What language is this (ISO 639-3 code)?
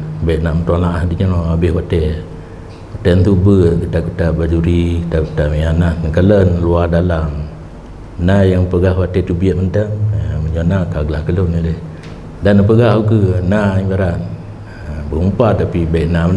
ace